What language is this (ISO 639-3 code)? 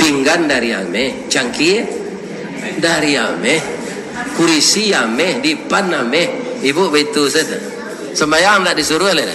min